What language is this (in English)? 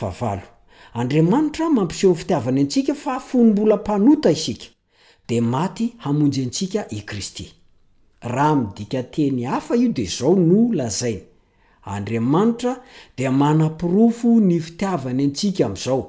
Malagasy